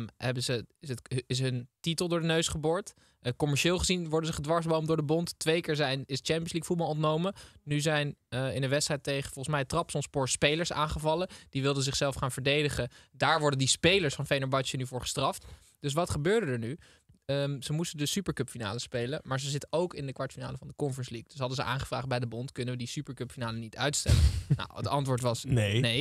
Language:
Dutch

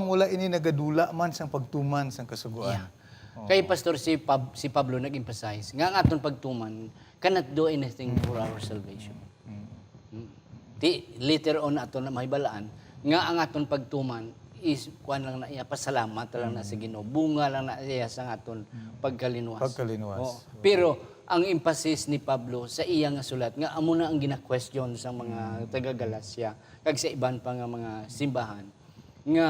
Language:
Hiligaynon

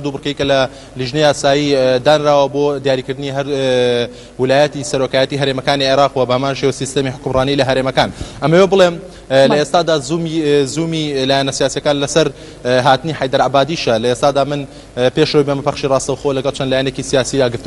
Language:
Central Kurdish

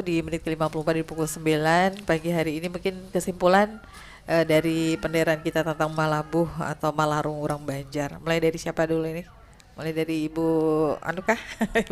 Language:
Banjar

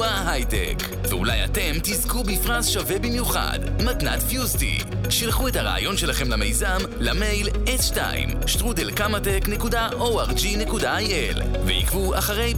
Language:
Hebrew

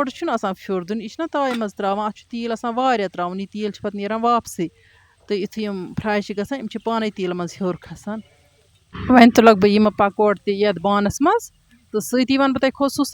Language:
Kashmiri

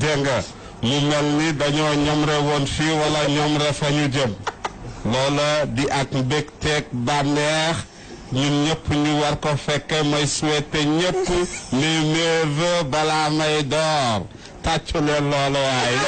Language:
Wolof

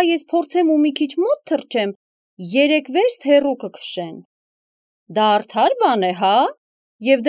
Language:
Armenian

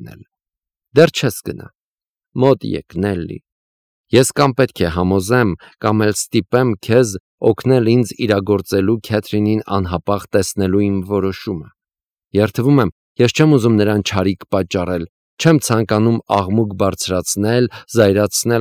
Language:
Armenian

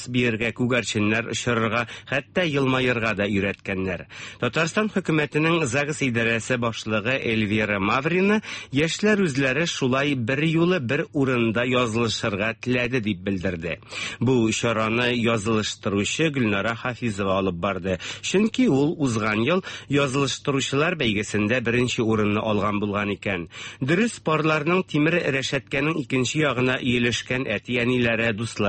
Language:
Tatar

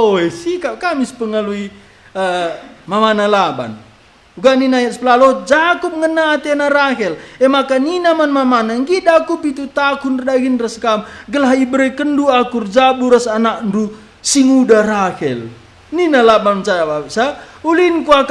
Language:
Batak Karo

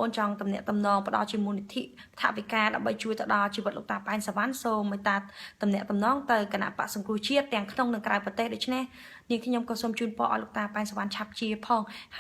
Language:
Khmer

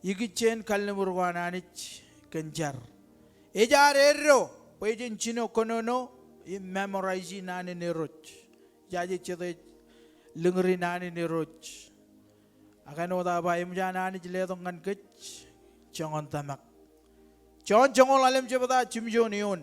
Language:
Marshallese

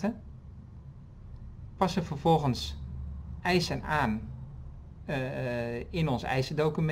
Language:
Dutch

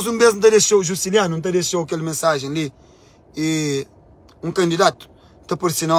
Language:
Kabuverdianu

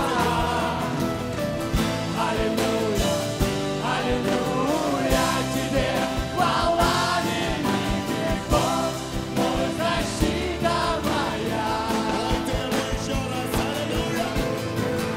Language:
Russian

